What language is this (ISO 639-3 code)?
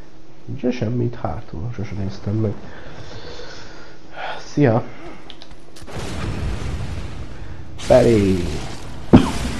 hun